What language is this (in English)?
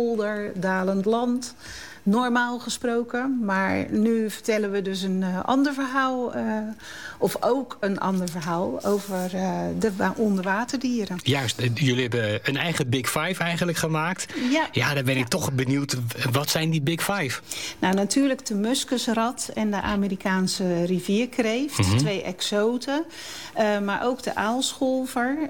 Dutch